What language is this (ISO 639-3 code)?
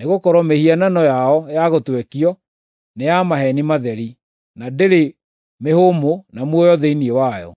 kik